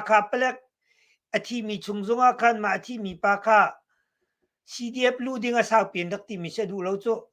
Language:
Hakha Chin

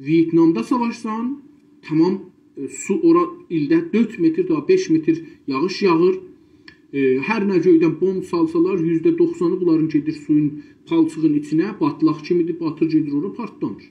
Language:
South Azerbaijani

